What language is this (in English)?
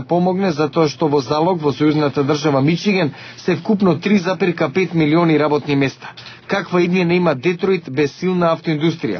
Macedonian